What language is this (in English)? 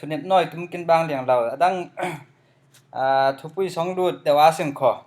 Falam Chin